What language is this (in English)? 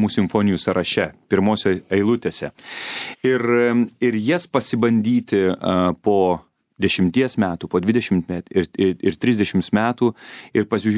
Lithuanian